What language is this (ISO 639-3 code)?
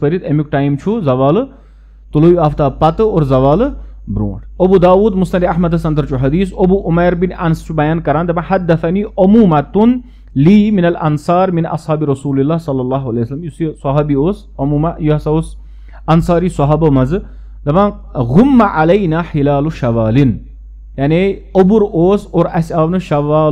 kas